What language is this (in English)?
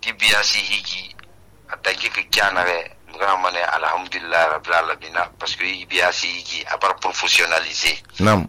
Susu